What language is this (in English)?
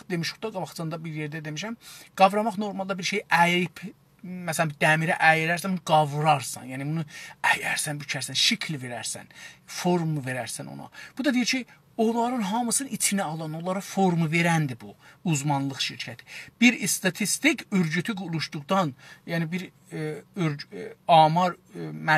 South Azerbaijani